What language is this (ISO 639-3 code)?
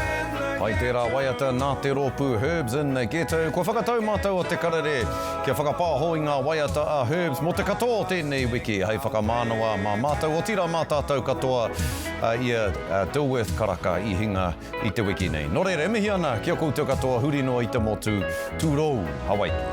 mri